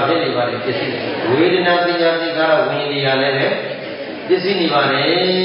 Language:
Burmese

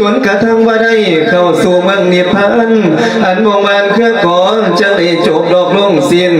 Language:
Lao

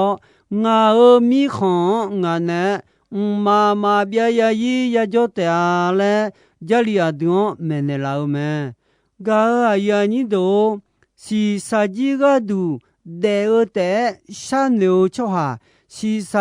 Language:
Akha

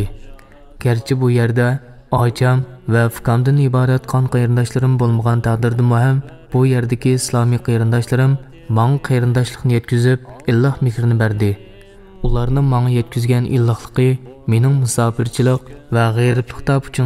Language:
Uyghur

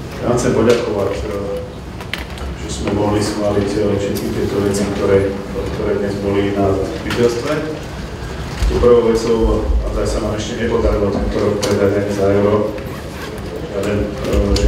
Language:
Slovak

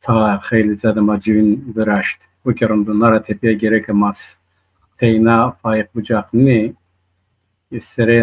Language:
Zaza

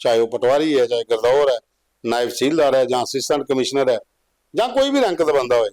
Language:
Dogri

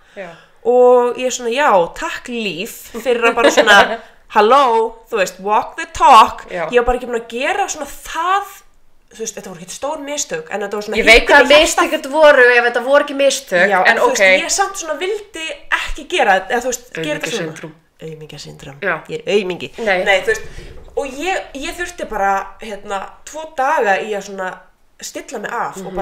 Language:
Icelandic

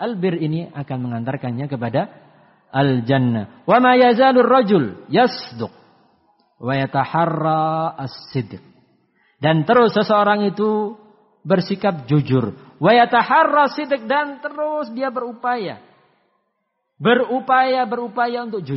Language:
Indonesian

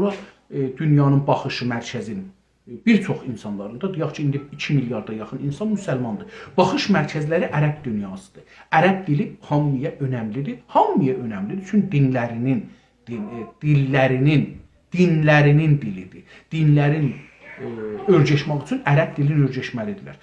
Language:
South Azerbaijani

